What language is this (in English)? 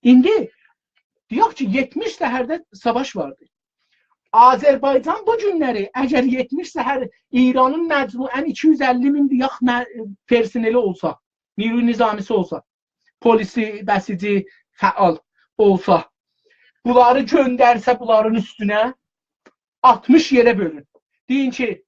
South Azerbaijani